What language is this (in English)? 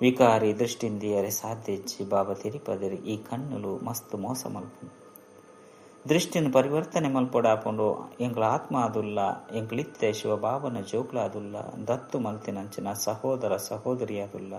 Tulu